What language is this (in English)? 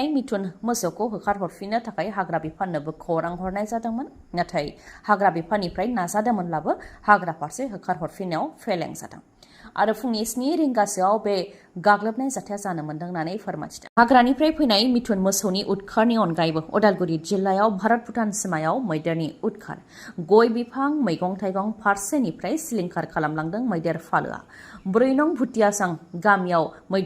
Bodo